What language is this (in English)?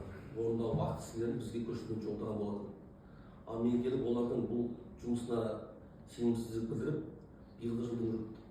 Kazakh